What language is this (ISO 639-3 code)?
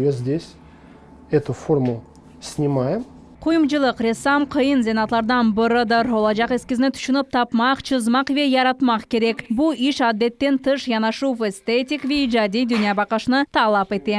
crh